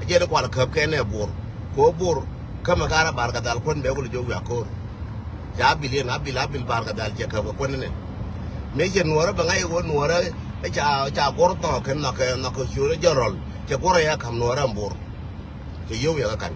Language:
Nuer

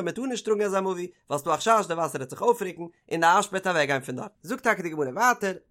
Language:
Yiddish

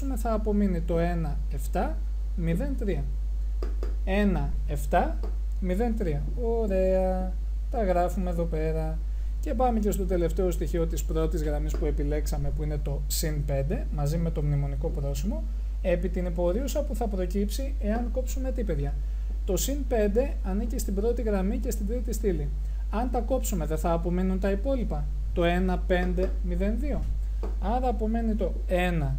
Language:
Greek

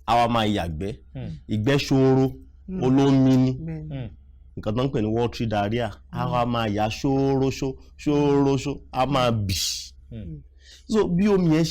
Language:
Yoruba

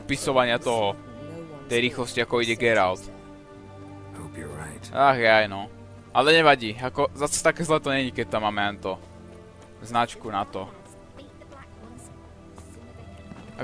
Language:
Slovak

